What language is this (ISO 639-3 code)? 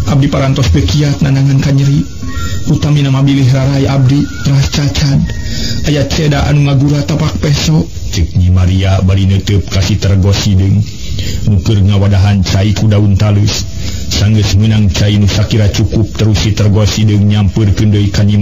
sun